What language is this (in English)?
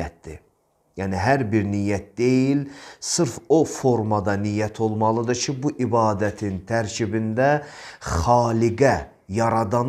Azerbaijani